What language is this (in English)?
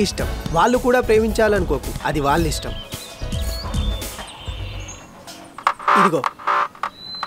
Telugu